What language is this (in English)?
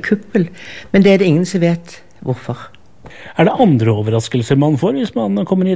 Norwegian